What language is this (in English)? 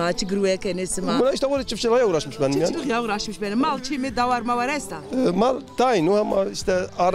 Zaza